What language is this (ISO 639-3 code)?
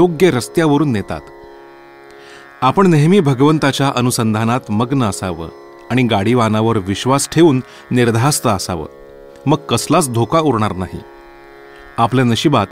mar